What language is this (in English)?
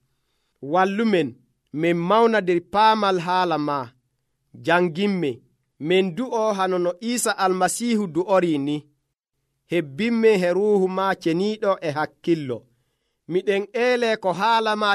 Nigerian Fulfulde